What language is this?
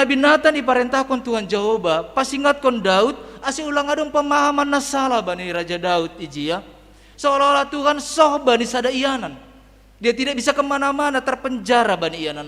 Batak Simalungun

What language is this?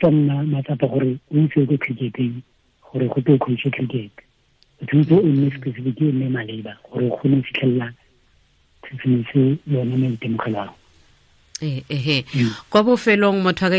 Tswana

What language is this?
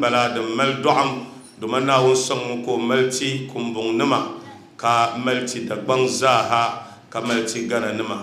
Dagbani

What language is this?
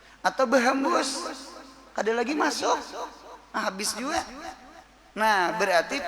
Banjar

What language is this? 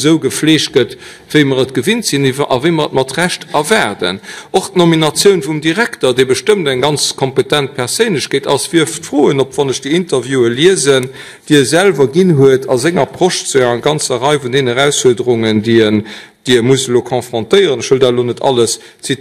Luxembourgish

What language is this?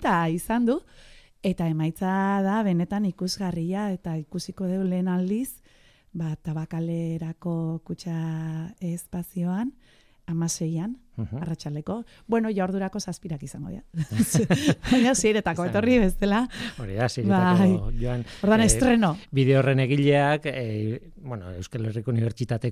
Basque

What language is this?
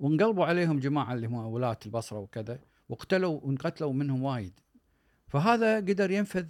Gulf Arabic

